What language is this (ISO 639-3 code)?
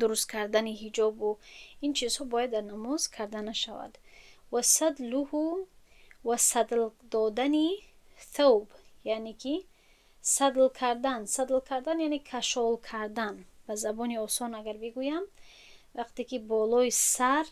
tgk